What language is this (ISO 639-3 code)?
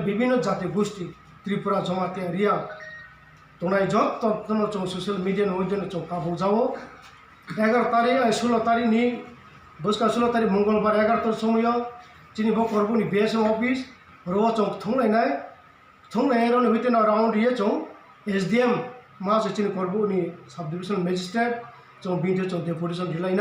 ria